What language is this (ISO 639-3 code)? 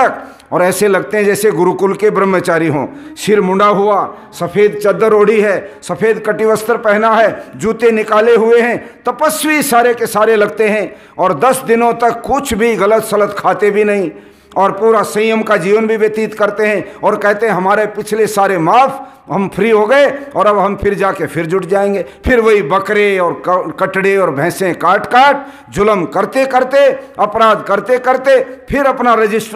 hin